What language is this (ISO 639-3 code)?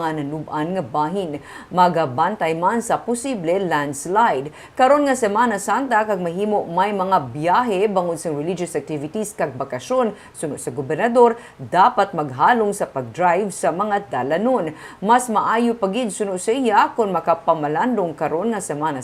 hil